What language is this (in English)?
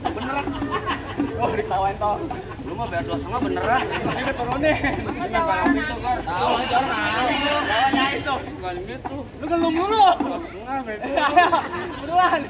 Betawi